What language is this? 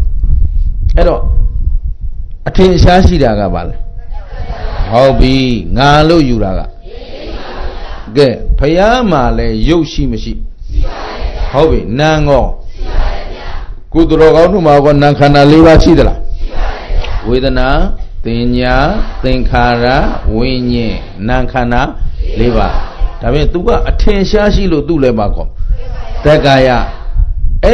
Burmese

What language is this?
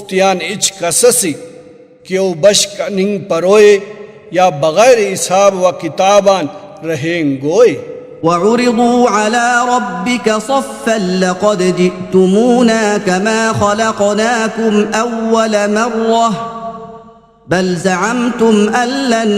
Brahui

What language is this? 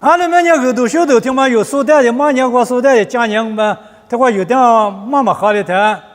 Lisu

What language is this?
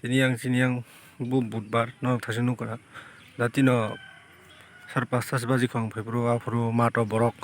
Kok Borok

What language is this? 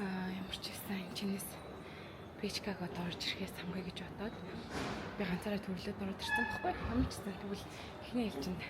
Mongolian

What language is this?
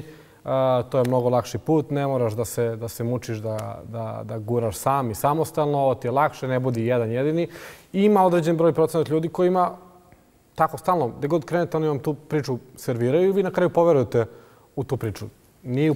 Bosnian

